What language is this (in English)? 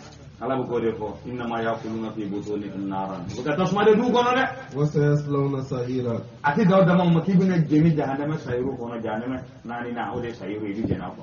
Bambara